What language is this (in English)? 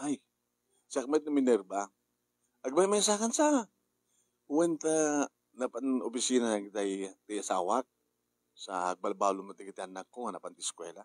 Iloko